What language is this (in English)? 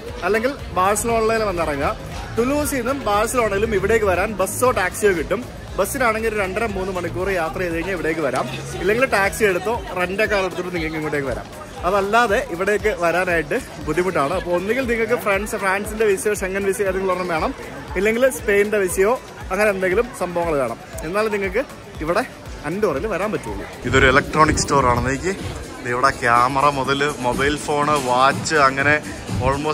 Malayalam